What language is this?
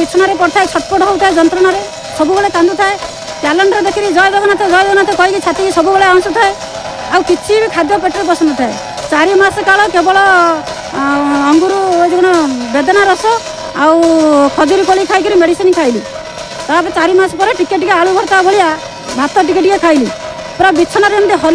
Odia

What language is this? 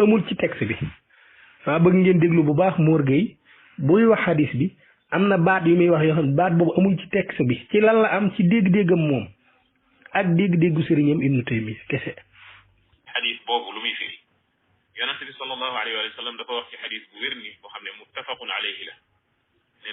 Wolof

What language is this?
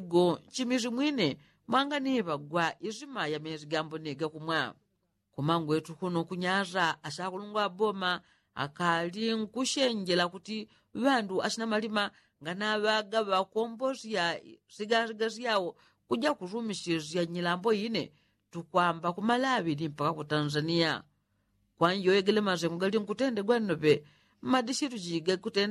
Yao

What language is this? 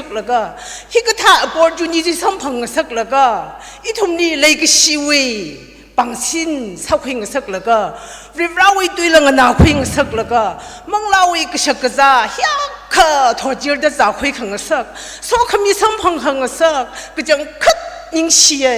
Tangkhul Naga (India)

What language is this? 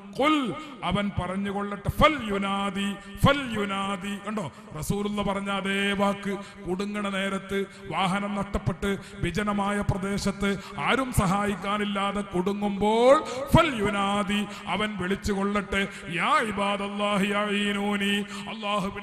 Malayalam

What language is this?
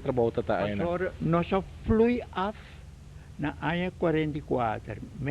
Papiamento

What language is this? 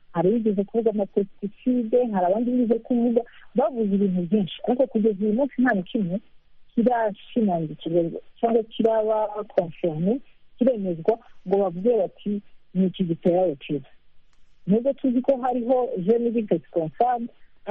Kinyarwanda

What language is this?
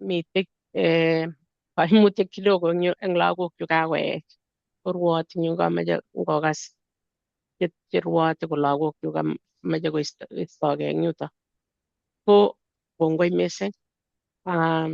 Kalenjin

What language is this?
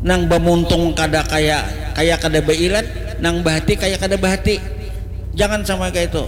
Banjar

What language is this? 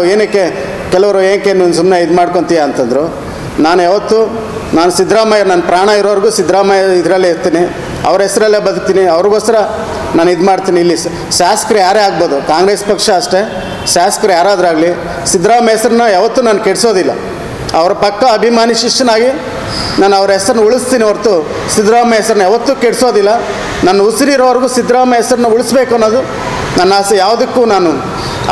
Kannada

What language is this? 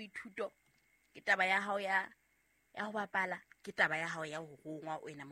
Southern Sotho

